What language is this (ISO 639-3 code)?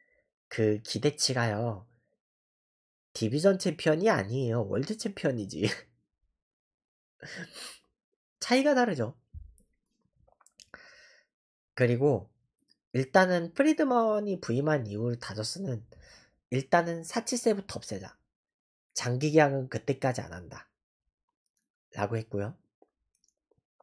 kor